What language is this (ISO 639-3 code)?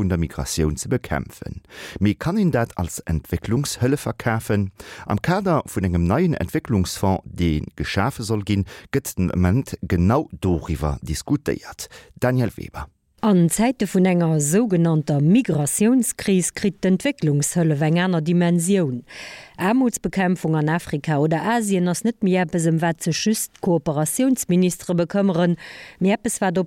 ltz